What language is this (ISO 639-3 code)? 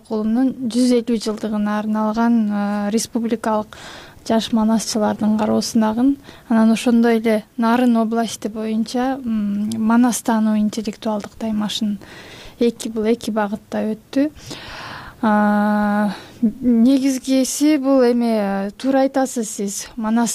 kir